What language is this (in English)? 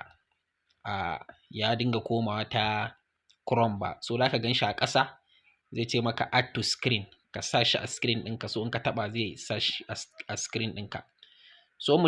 Hausa